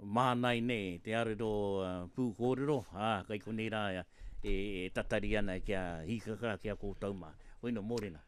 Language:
Māori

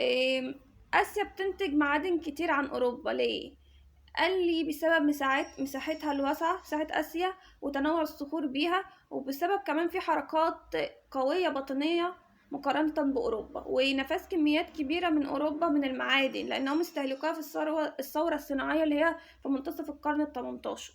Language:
Egyptian Arabic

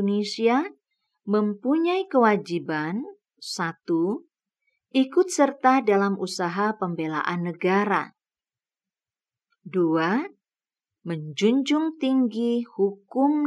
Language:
Indonesian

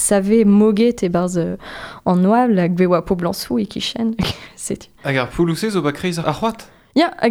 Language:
Breton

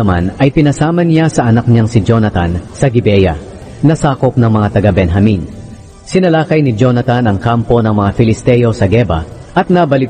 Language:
Filipino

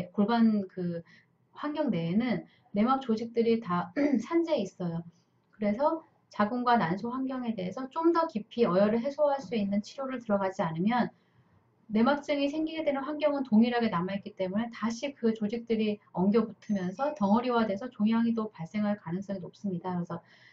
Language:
Korean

